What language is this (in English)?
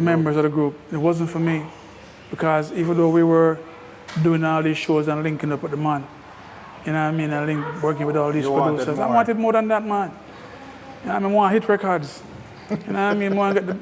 Jamaican Creole English